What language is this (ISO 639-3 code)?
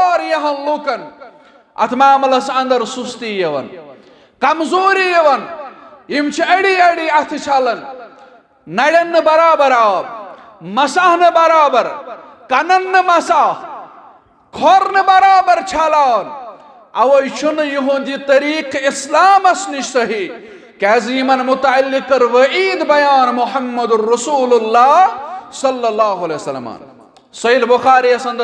kas